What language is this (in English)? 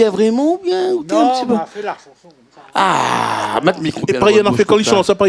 Réunion Creole French